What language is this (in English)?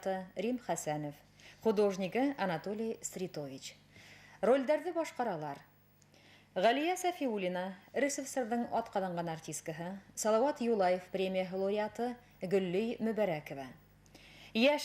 Bashkir